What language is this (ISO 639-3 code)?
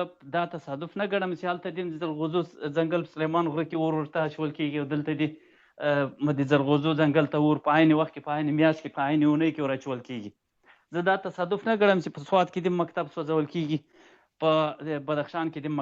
pus